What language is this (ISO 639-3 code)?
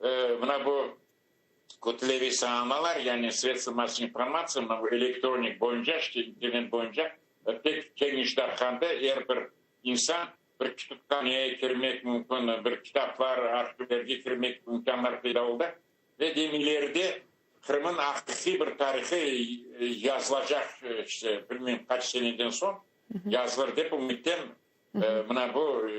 crh